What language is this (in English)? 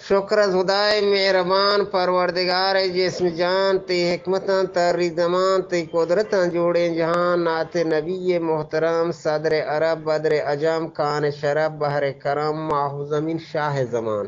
Eastern Balochi